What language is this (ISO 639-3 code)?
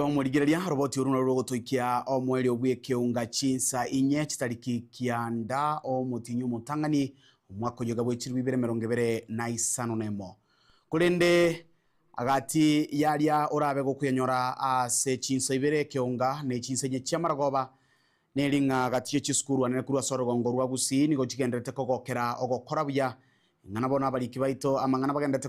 guz